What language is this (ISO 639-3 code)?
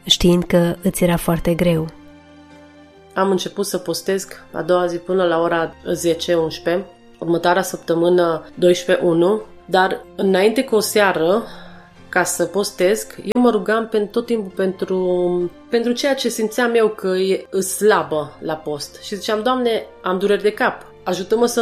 ron